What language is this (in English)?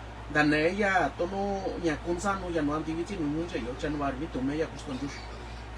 Mixtepec Mixtec